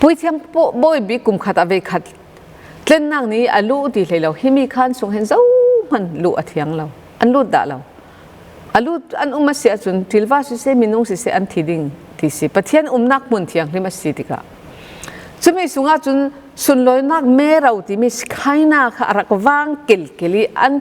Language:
Falam Chin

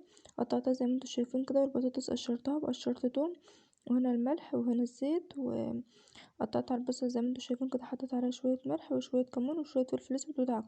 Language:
Egyptian Arabic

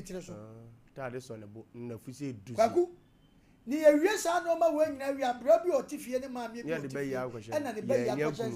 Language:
Akan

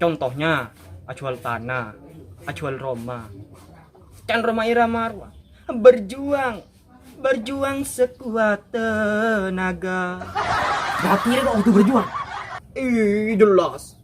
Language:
Madurese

